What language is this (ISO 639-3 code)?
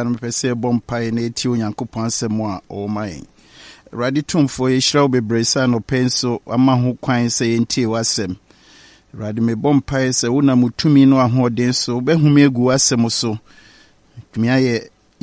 aka